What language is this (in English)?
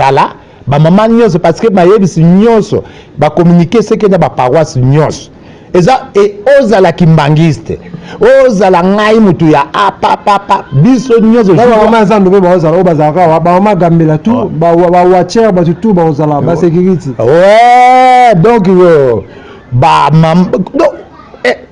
Lingala